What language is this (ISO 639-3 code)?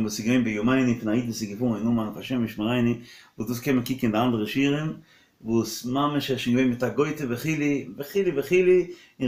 yid